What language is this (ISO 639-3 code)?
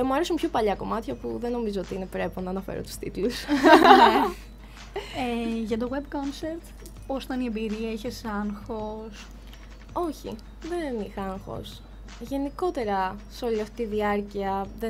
ell